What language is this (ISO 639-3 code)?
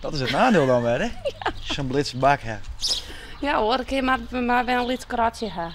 fry